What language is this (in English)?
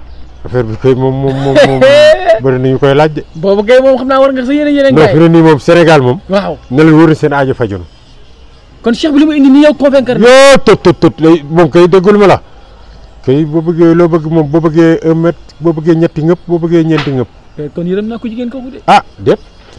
Wolof